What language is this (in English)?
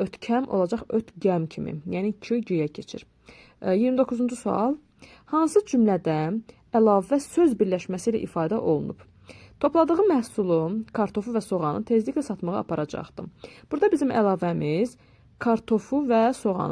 Azerbaijani